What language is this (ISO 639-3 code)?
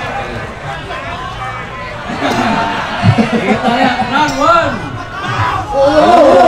ind